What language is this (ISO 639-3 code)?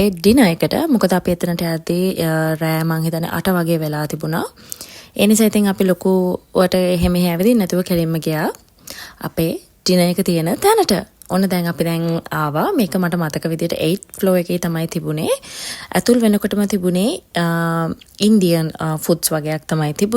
sin